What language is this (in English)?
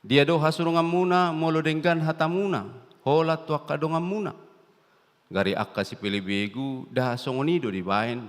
Batak Toba